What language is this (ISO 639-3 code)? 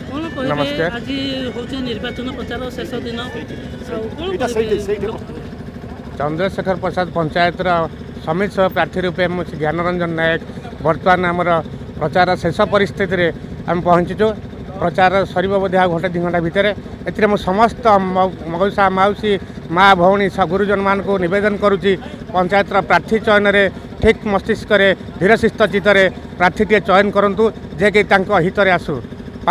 ori